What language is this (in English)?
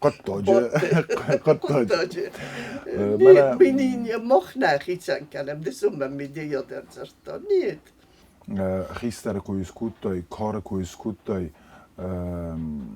Ossetic